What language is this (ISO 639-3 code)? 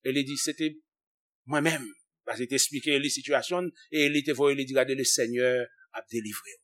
hat